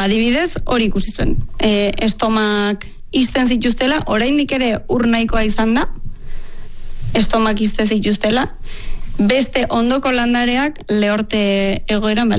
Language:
Basque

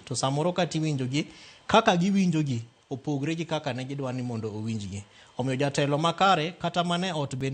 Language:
Luo (Kenya and Tanzania)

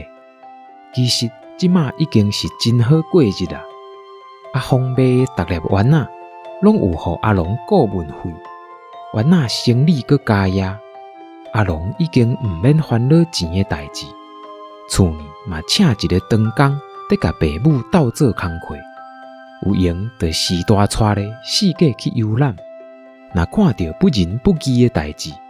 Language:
Min Nan Chinese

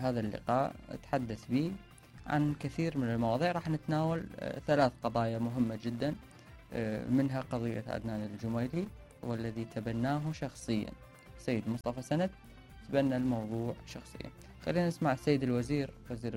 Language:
Mesopotamian Arabic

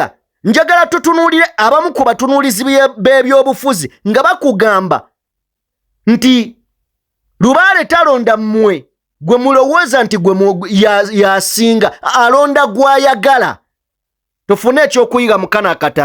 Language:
Ganda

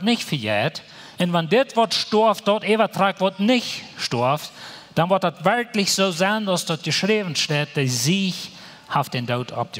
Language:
Plautdietsch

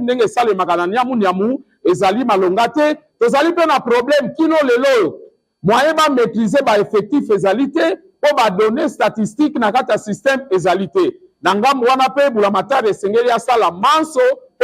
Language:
Lingala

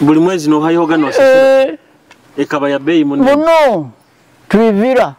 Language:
Nyoro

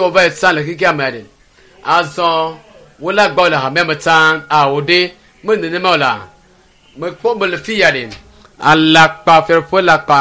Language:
Ewe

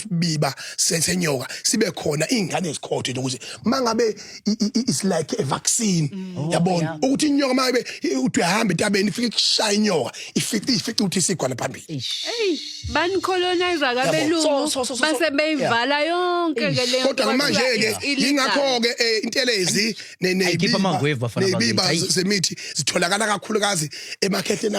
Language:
Zulu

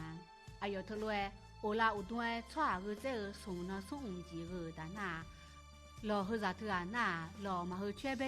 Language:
Akha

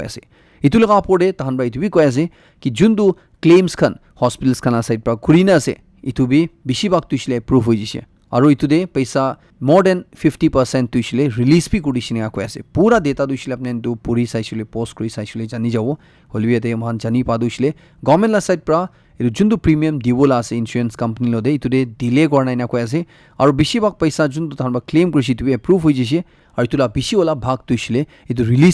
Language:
Naga Pidgin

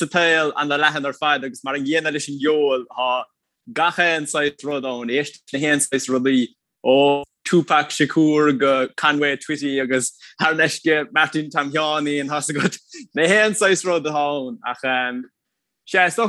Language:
Irish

